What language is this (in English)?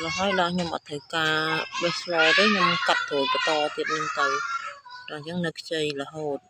Khmer